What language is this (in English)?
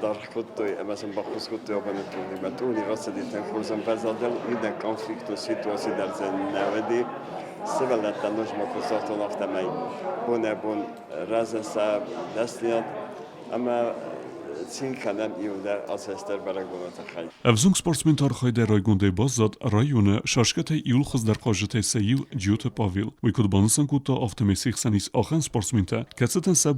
Ossetic